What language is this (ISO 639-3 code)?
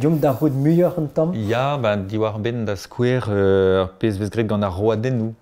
bre